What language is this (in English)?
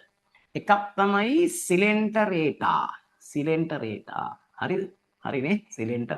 Sinhala